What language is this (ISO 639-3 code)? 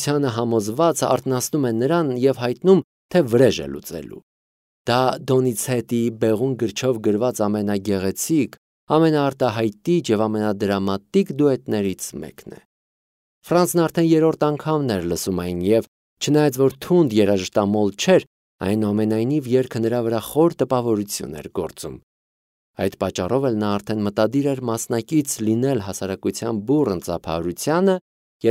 hye